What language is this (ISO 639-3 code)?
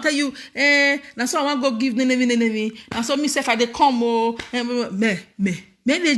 pcm